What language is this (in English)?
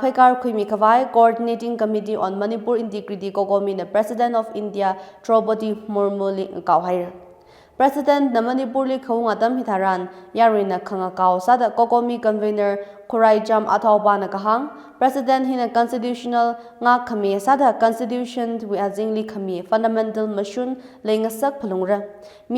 Tangkhul Naga (India)